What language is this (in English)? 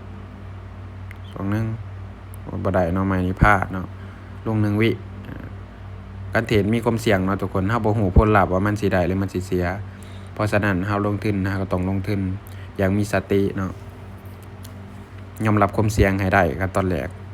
Lao